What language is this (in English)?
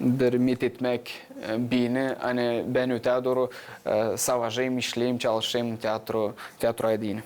Gagauz